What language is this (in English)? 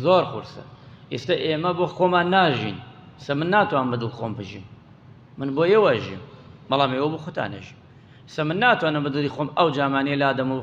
Central Kurdish